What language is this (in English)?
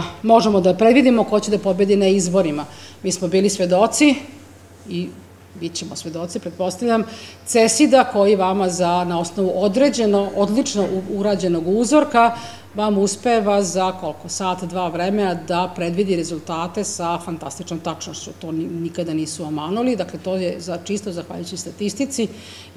Serbian